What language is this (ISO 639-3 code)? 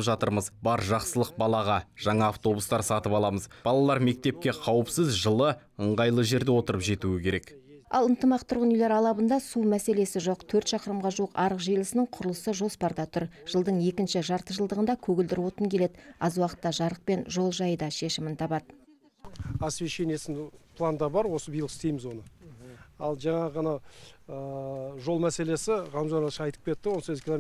kaz